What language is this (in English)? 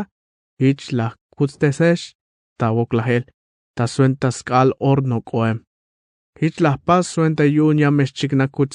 Tzeltal